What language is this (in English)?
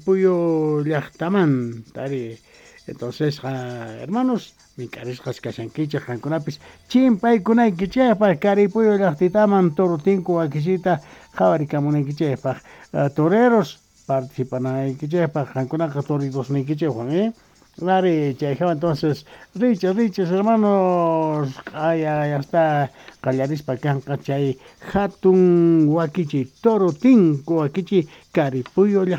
South Bolivian Quechua